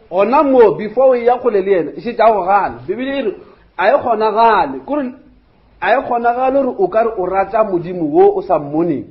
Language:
Northern Sotho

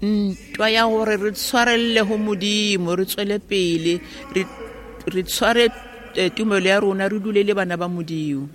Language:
Tswana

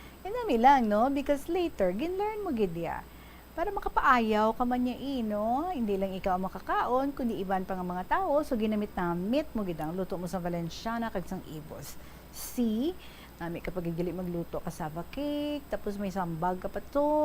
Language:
Hiligaynon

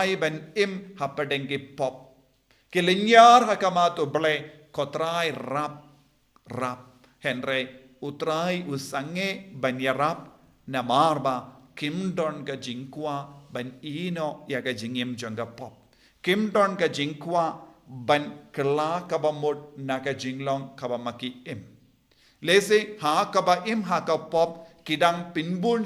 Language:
Khasi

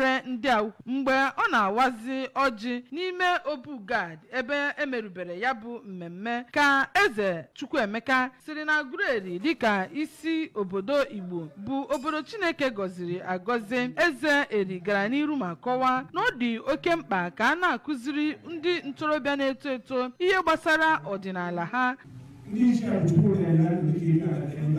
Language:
Igbo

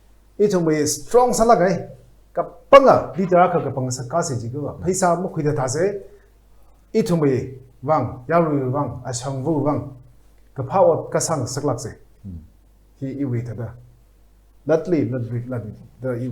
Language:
Tangkhul Naga (India)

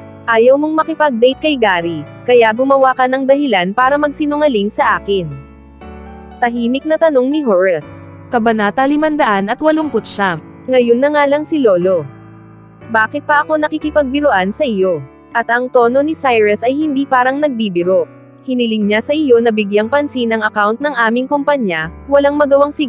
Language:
Filipino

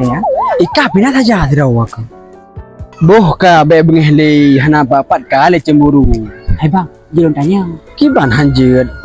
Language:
Achinese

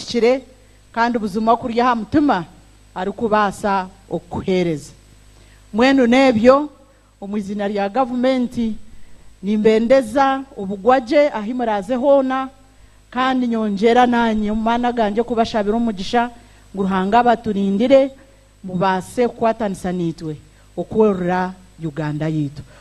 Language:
Nyankole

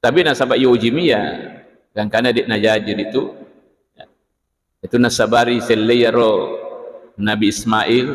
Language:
Buginese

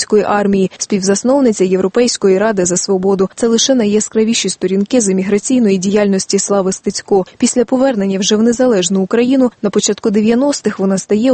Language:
Ukrainian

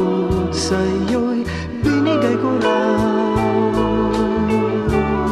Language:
Filipino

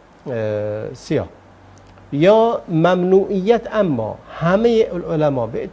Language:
Persian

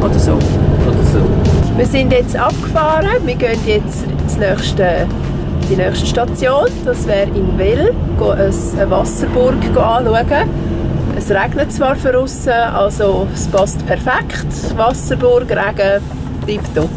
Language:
Swiss German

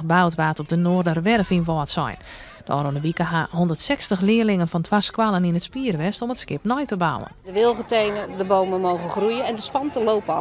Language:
Western Frisian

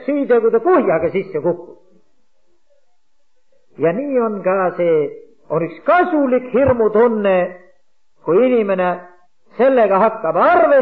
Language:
Estonian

